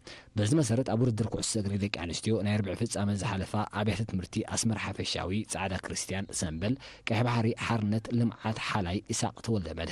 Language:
Tigrinya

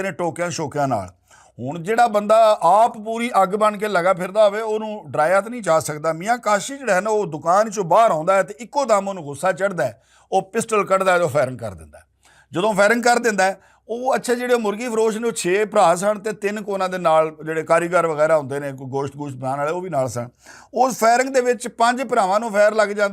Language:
Western Panjabi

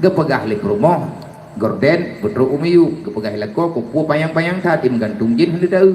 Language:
Achinese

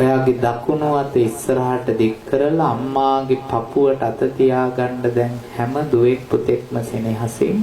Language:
Sinhala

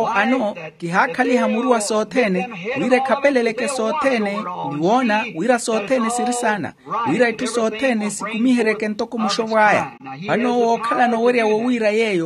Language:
Makhuwa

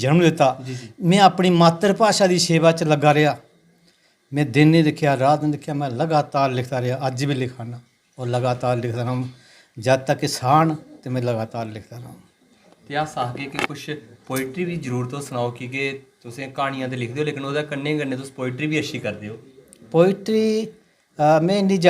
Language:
Dogri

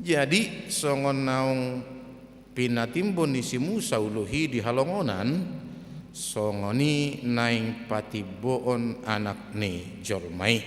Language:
Batak Toba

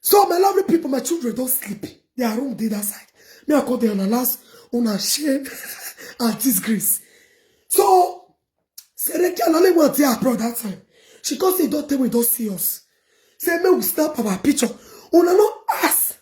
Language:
Nigerian Pidgin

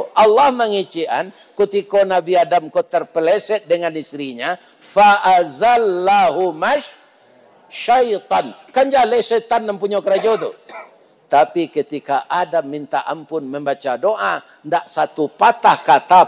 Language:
Minangkabau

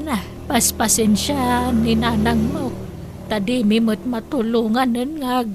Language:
Iloko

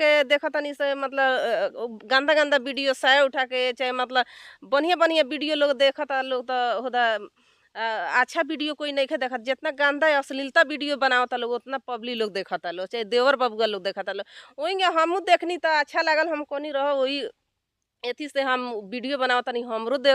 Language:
Bhojpuri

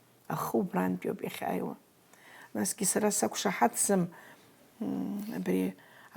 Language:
Abkhazian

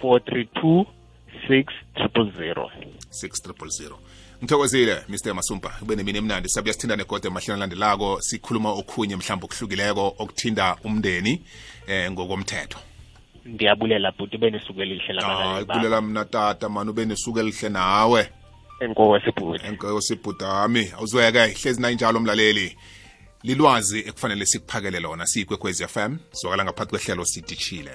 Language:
South Ndebele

